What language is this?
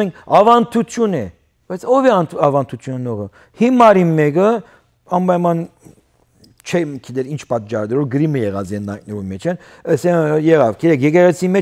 Western Armenian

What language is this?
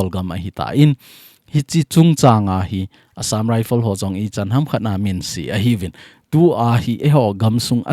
Thado Chin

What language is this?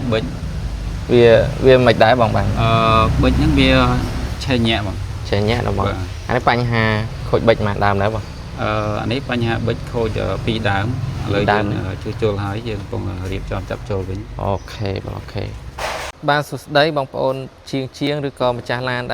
Khmer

